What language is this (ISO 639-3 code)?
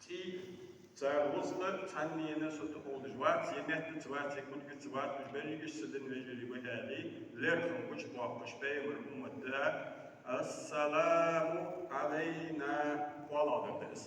inh